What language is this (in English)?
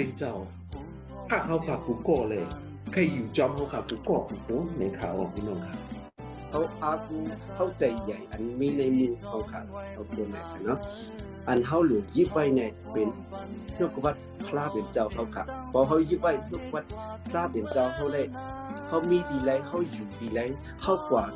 Shan